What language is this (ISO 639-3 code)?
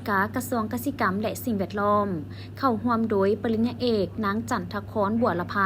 lao